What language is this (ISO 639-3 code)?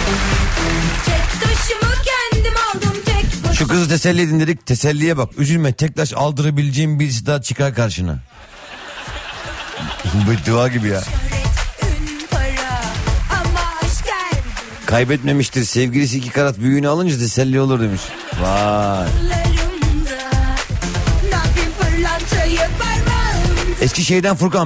tur